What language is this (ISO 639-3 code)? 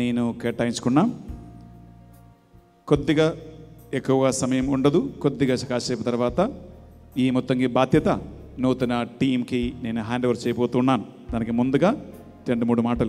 tel